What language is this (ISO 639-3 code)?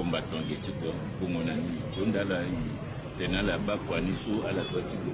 sag